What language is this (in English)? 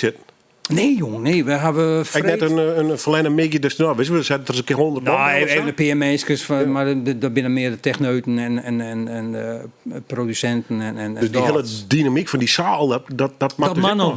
Western Frisian